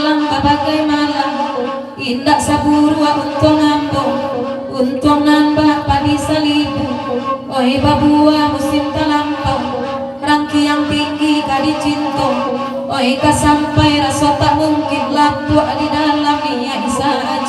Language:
Minangkabau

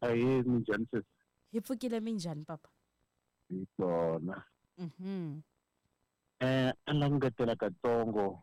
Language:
Tsonga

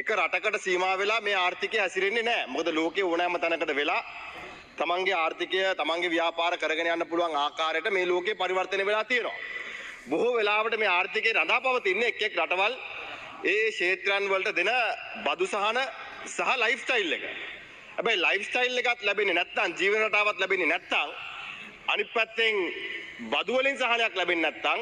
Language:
Sinhala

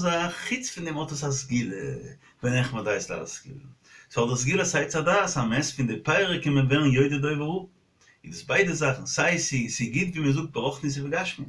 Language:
Yiddish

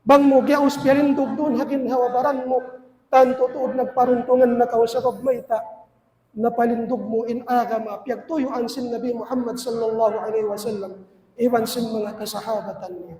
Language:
Tausug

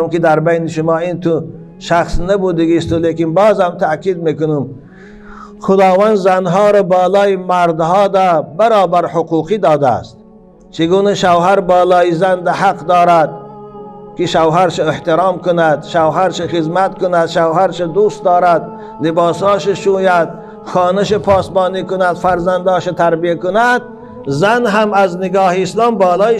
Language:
Tajik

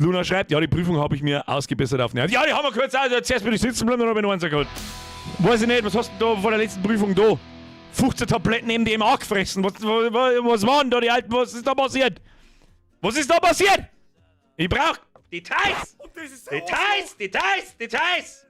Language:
Bavarian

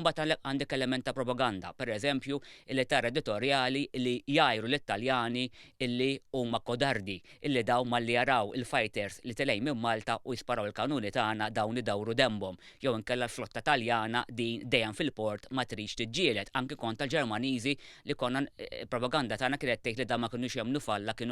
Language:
Maltese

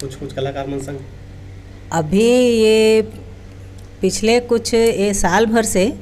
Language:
Chhattisgarhi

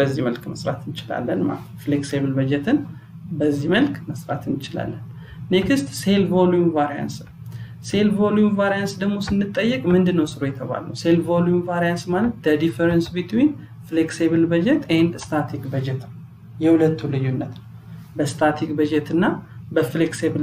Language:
Amharic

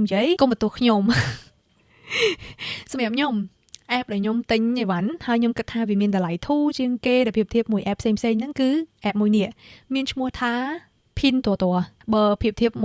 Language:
Khmer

